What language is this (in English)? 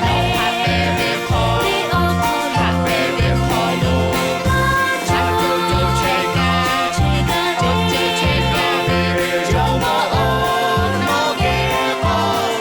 Lahu